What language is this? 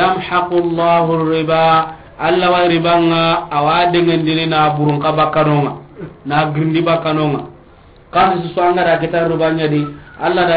Soninke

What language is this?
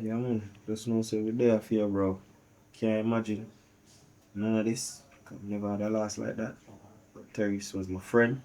Jamaican Creole English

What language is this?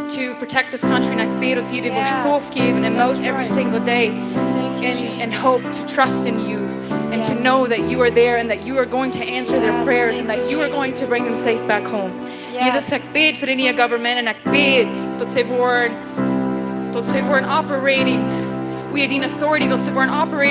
Plautdietsch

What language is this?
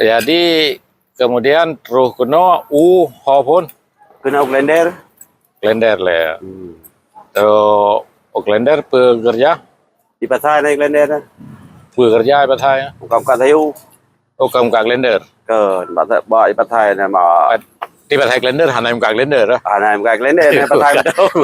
Achinese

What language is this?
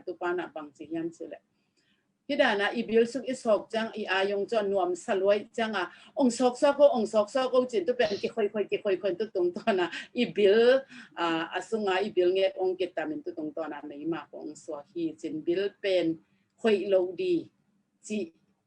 Tedim Chin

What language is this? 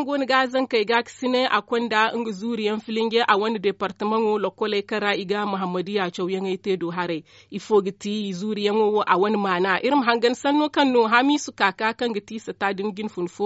Zarma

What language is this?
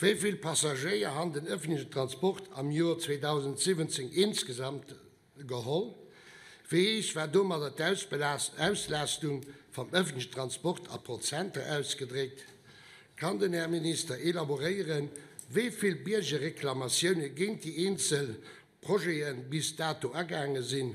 Luxembourgish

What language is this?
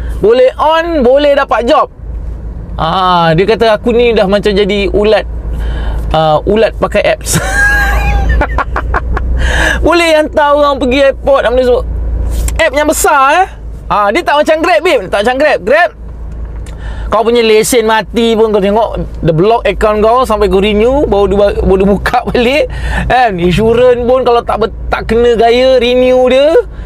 Malay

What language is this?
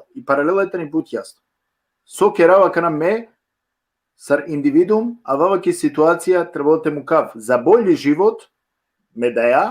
Balkan Romani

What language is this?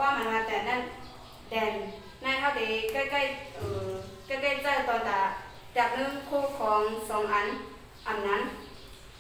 Shan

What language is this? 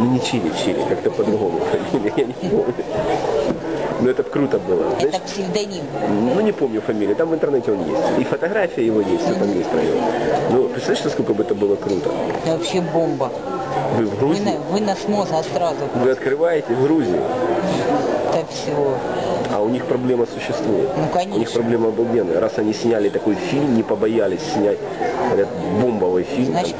Russian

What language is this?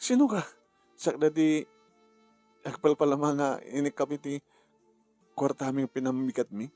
Iloko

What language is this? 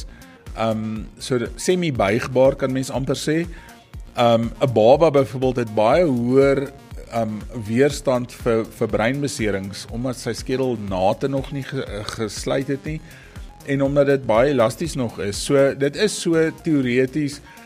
Afrikaans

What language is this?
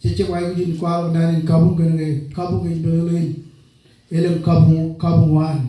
Marshallese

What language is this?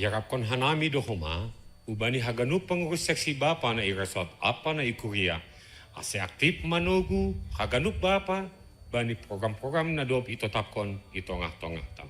Batak Simalungun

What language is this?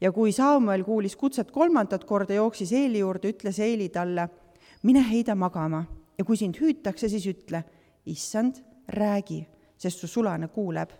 Estonian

